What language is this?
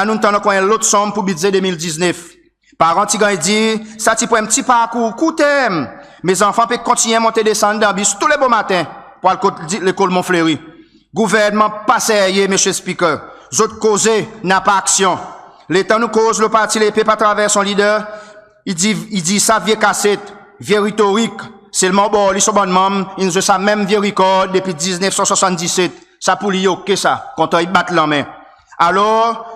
Seselwa Creole French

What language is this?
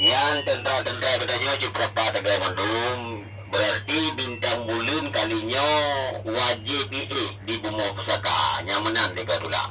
Achinese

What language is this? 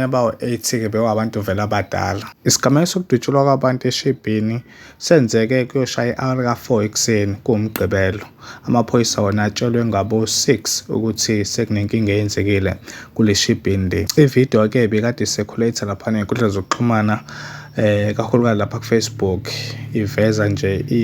Zulu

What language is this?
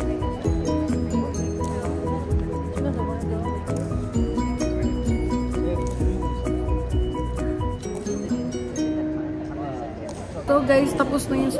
Filipino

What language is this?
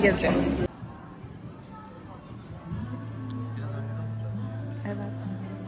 Turkish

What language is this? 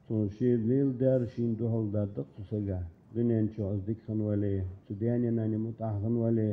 Ingush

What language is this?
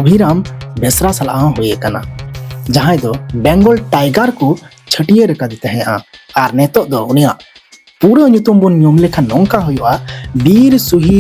Santali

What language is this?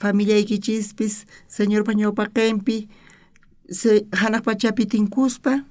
South Bolivian Quechua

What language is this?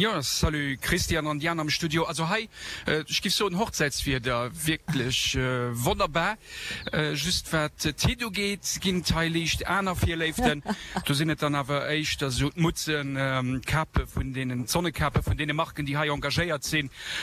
Luxembourgish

